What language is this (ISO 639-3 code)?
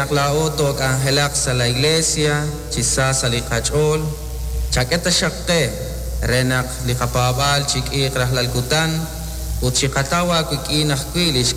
kek